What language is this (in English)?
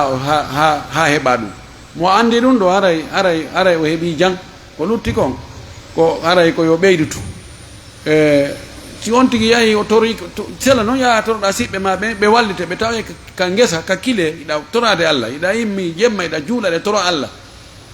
Fula